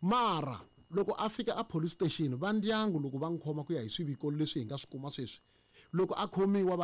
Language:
Tsonga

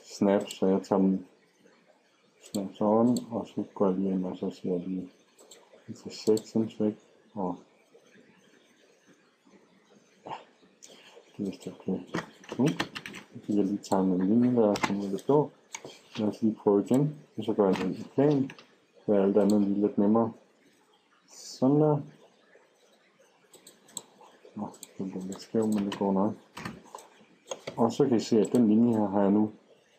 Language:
Danish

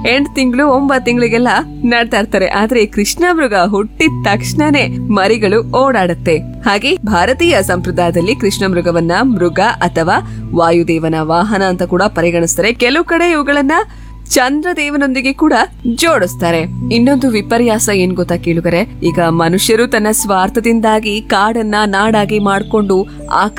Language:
Kannada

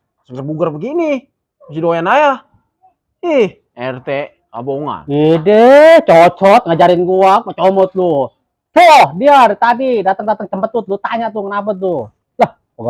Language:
Betawi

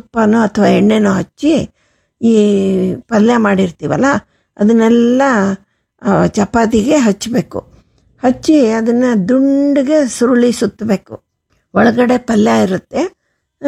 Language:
Kannada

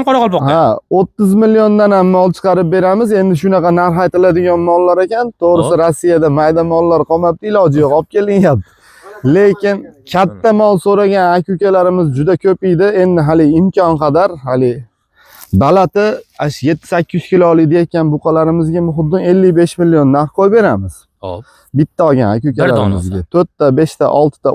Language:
Uzbek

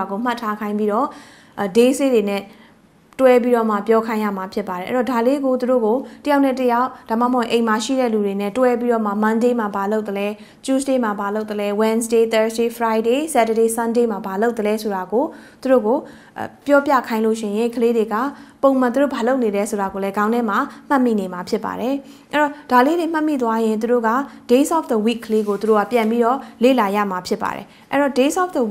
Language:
Burmese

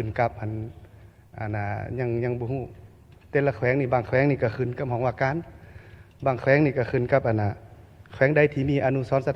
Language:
Lao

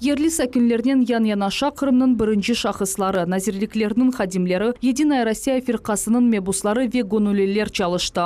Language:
Crimean Tatar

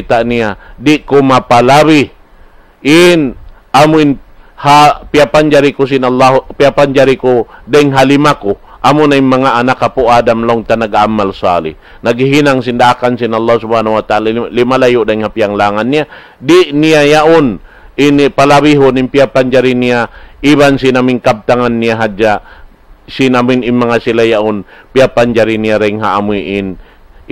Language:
Tausug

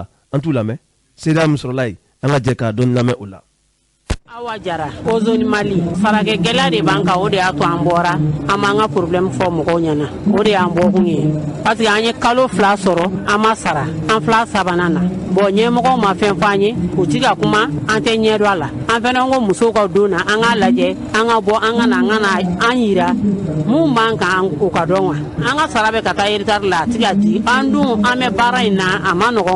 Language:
Bambara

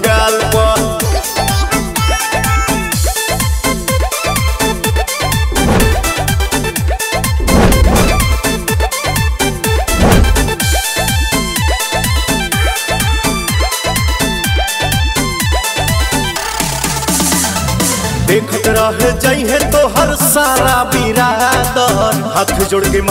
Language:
Bhojpuri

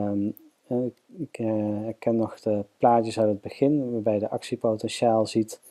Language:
Dutch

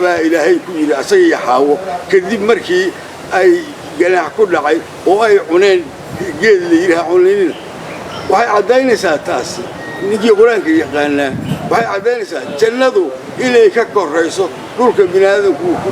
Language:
Somali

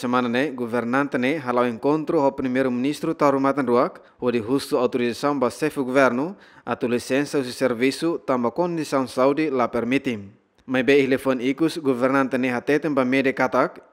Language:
Tetum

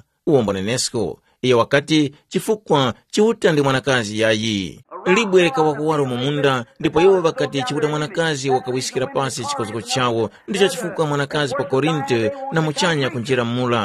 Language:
Tumbuka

